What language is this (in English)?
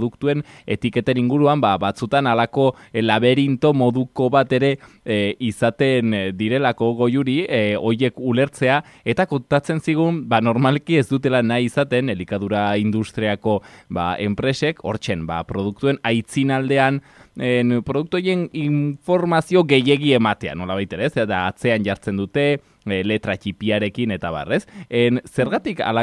Basque